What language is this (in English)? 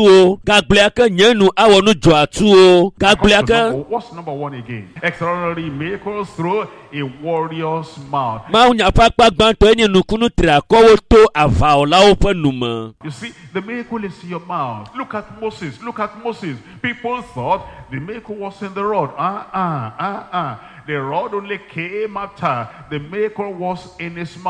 Ewe